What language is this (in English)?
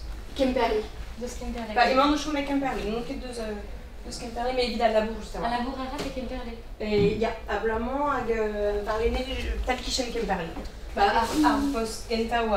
Breton